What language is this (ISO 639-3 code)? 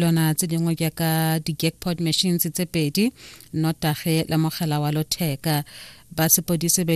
tsn